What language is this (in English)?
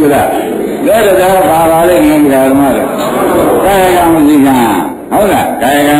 Burmese